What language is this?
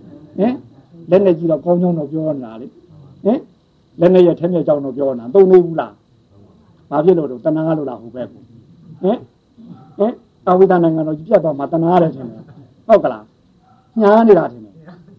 Burmese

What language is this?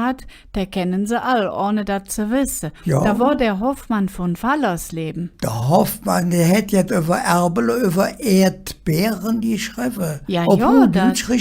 Colognian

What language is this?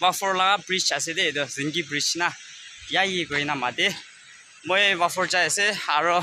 Naga Pidgin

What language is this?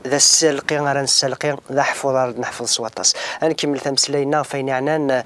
Kabyle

